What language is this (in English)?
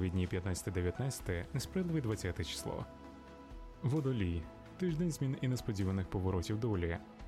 Ukrainian